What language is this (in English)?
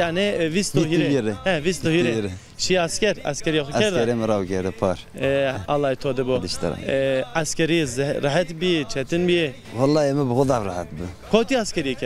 Zaza